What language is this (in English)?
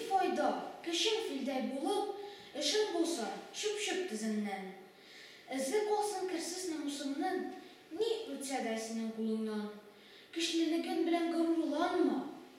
Tatar